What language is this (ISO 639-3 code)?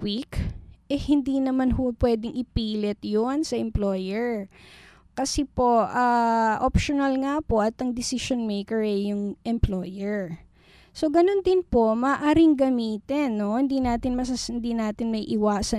fil